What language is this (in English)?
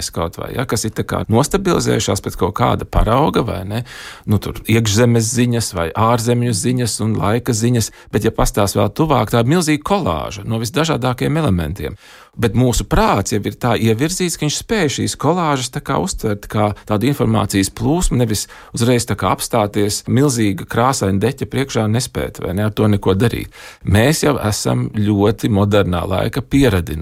Latvian